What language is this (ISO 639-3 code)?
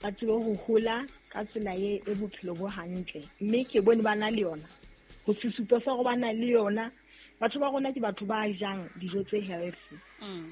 sot